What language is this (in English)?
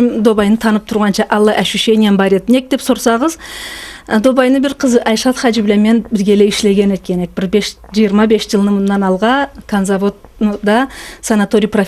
Karachay-Balkar